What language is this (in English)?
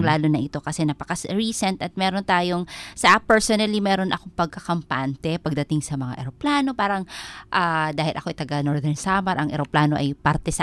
Filipino